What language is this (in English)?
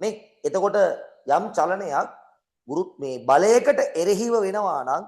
Sinhala